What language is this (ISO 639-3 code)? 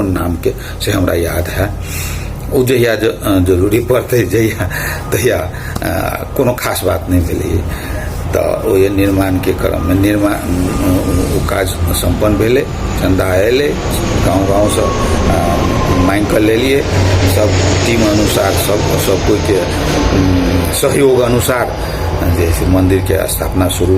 mai